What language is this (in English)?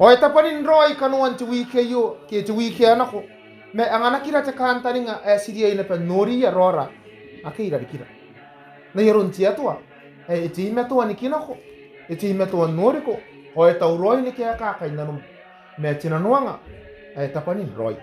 Gilbertese